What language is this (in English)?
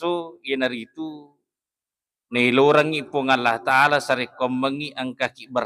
Buginese